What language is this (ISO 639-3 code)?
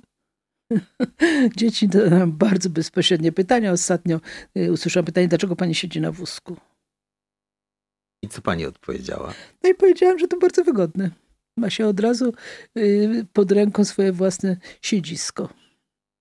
pol